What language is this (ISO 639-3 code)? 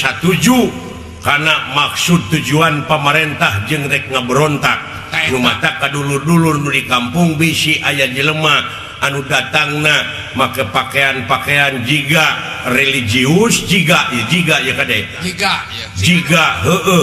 sun